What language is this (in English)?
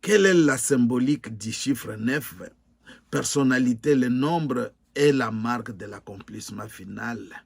Luba-Lulua